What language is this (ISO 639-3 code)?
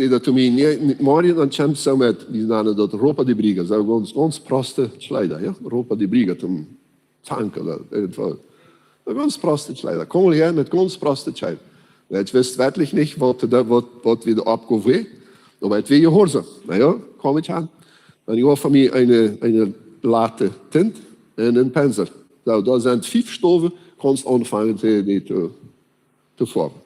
pdt